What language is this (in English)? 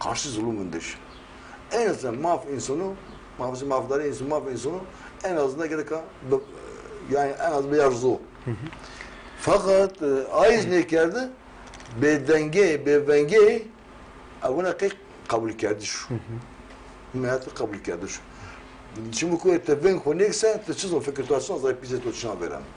Zaza